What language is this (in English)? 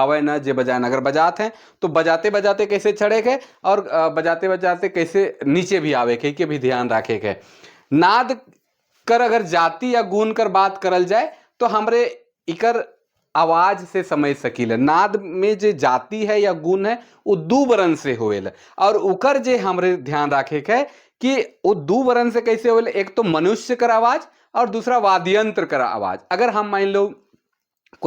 Sadri